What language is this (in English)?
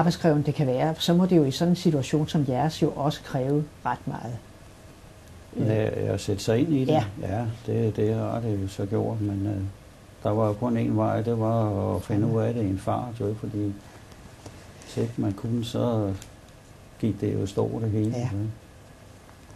Danish